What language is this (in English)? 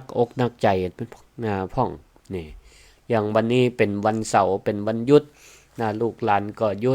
Northern Thai